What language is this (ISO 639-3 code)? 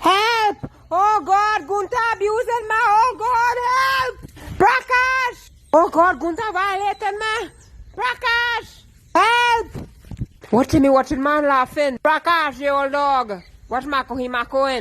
jam